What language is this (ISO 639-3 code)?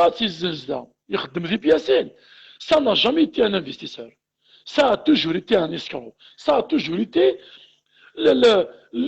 kab